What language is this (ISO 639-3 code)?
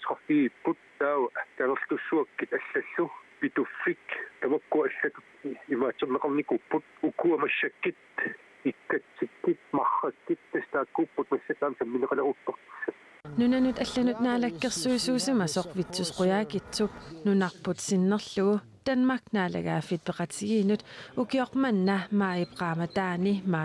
kal